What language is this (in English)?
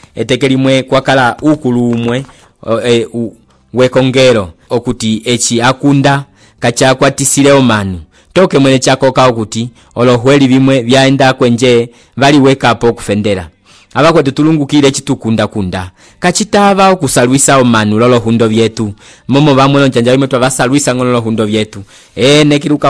Umbundu